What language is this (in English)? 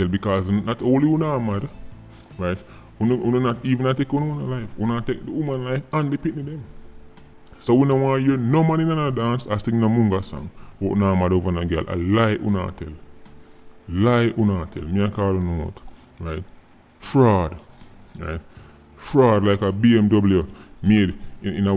Jamaican Creole English